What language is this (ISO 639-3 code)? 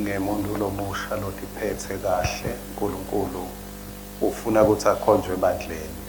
ssw